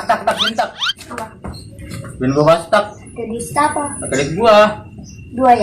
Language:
Betawi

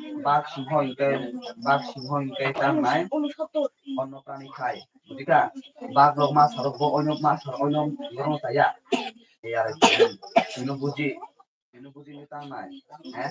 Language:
Kok Borok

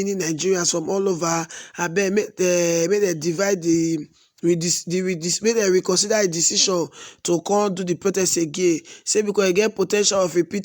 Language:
Nigerian Pidgin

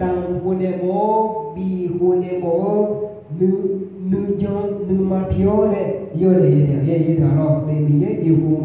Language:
Akha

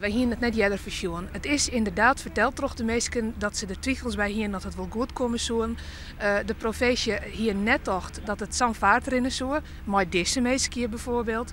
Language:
Western Frisian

